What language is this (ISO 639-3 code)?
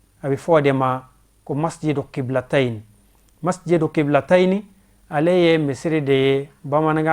bam